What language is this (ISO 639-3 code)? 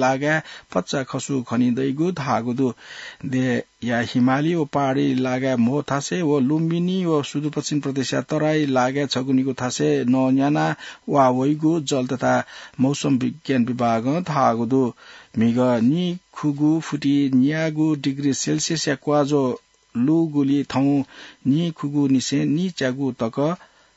new